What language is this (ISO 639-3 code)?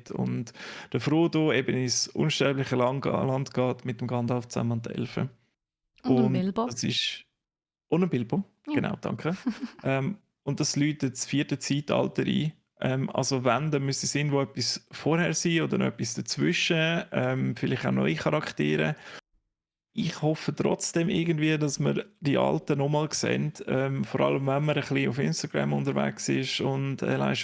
gsw